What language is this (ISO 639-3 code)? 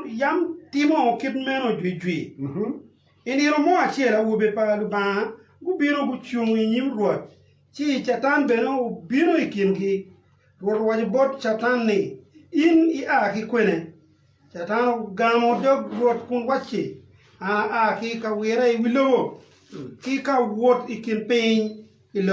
ach